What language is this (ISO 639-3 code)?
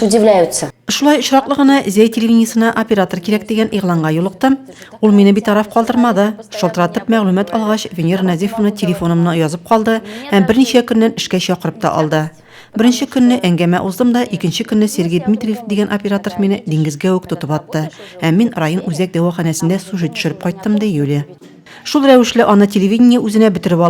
tat